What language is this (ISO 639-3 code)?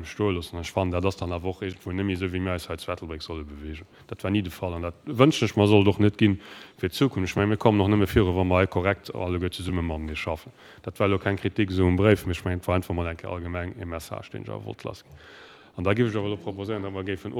ltz